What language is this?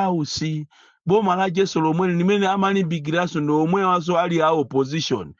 Nyanja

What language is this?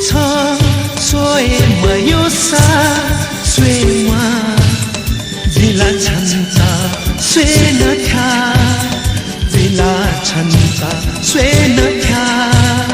Newari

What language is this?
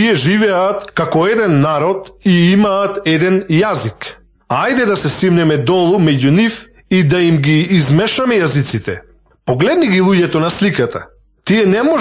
Macedonian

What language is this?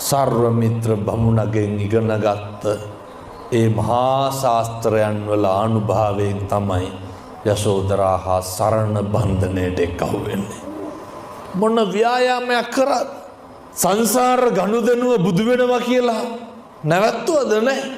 Sinhala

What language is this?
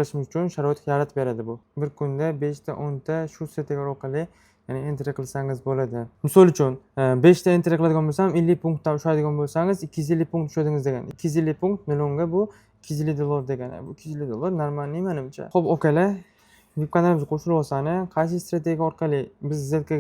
Uzbek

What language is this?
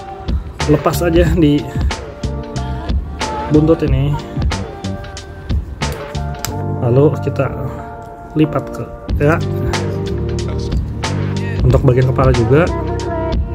Indonesian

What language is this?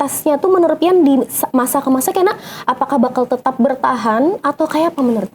Banjar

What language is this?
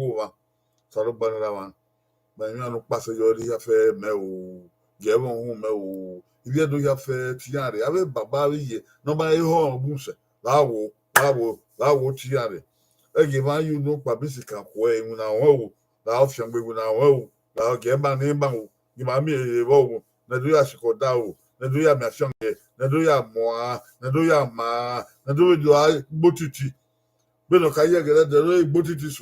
Bini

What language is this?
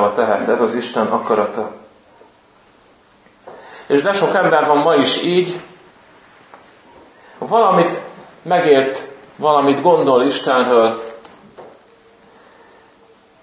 Hungarian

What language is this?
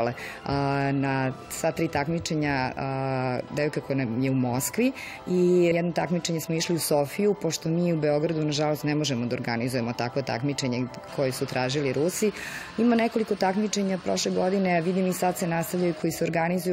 Serbian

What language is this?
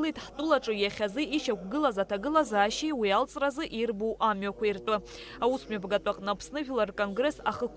Abkhazian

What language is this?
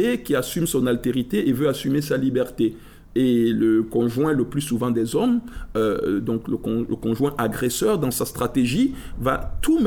French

